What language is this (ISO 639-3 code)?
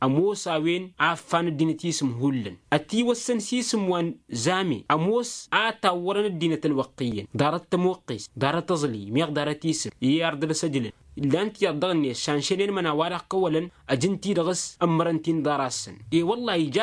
taq